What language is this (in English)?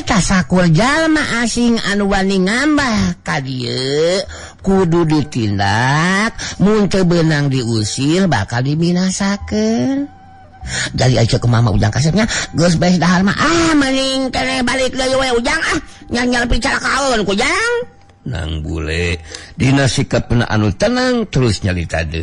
Sundanese